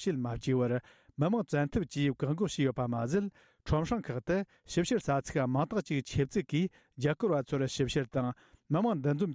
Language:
Tibetan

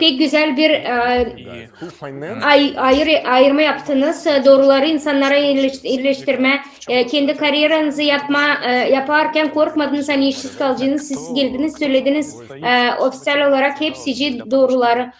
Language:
Gagauz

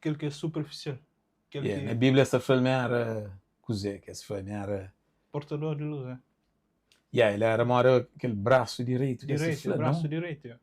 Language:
Kabuverdianu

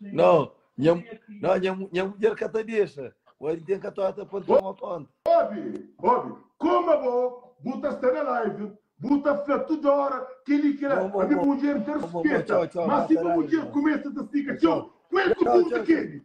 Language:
Kabuverdianu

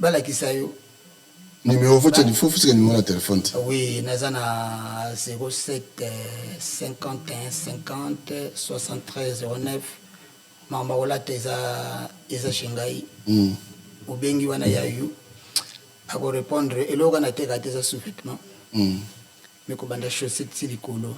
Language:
Lingala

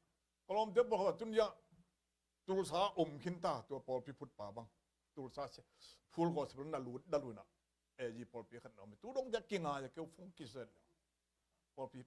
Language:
Tedim Chin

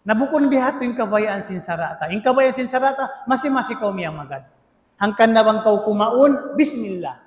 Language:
Tausug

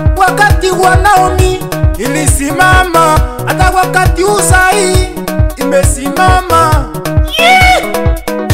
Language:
Swahili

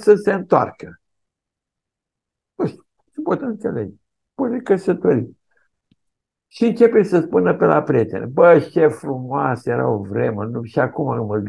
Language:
Romanian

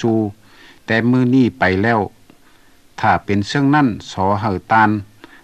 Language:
Lao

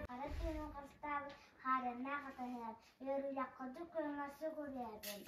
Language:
Yakut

